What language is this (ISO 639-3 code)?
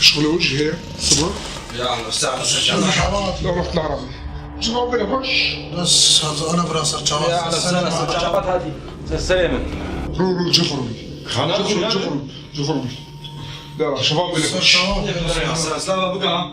kur